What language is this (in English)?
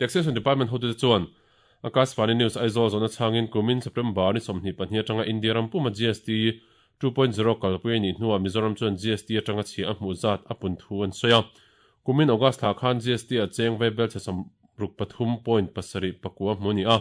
Mizo